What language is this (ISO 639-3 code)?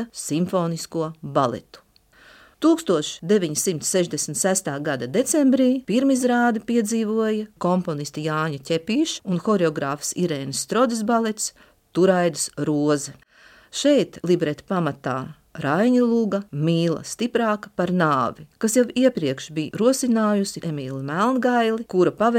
lav